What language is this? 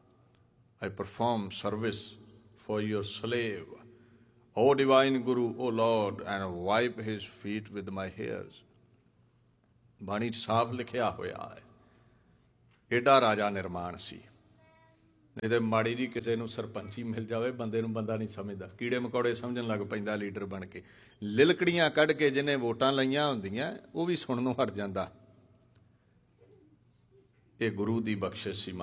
Punjabi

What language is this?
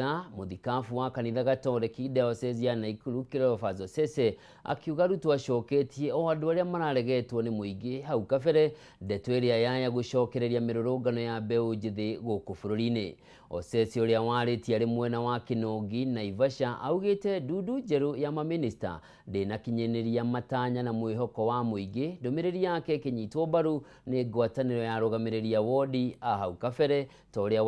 Kikuyu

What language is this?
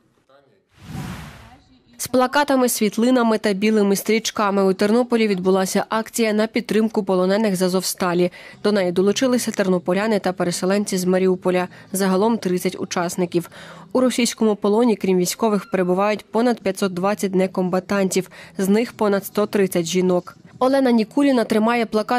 Ukrainian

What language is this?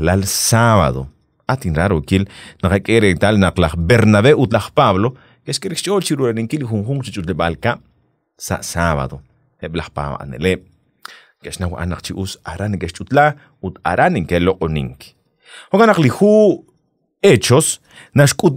Kekchí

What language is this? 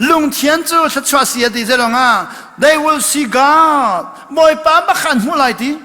Hakha Chin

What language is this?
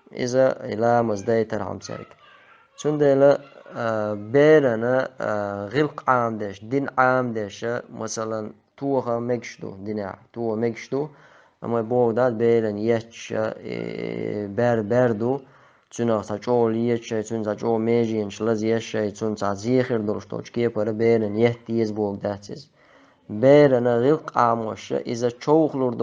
Chechen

